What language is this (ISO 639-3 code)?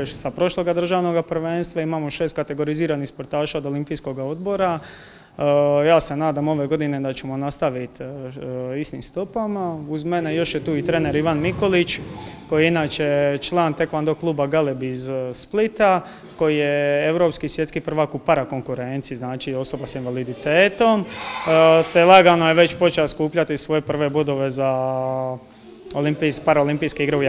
hrv